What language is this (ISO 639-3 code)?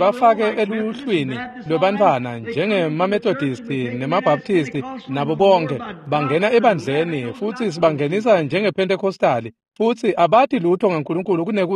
ssw